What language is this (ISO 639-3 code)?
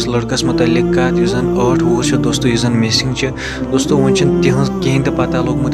kas